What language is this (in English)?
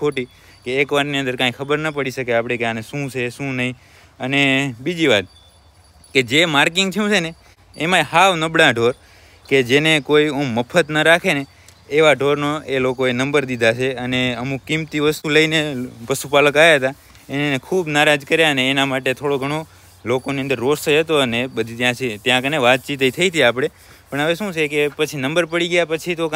Gujarati